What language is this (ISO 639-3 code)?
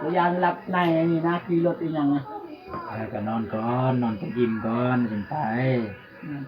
tts